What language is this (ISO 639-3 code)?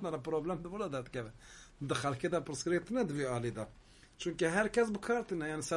kur